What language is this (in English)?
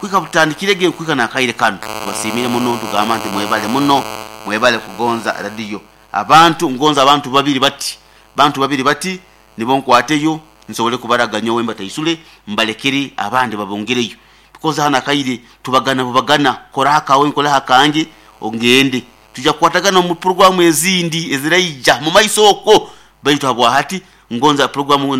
Nyankole